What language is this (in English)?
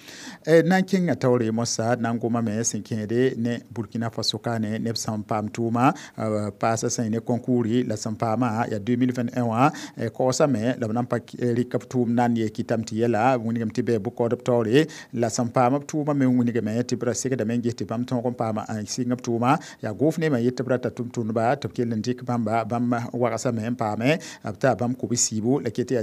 Mossi